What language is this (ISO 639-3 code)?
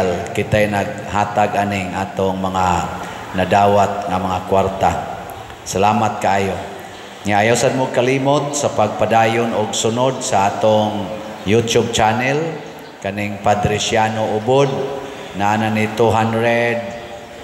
ceb